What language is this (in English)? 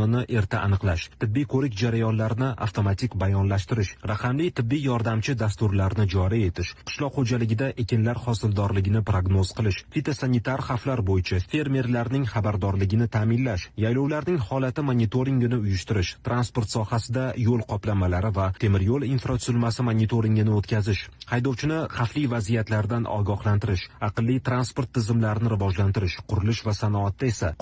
Uzbek